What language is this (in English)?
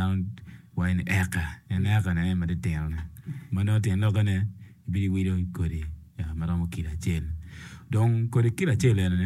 Acoli